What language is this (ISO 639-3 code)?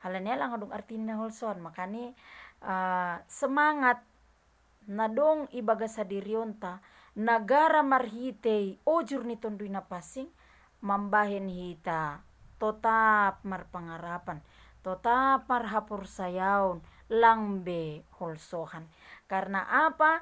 bts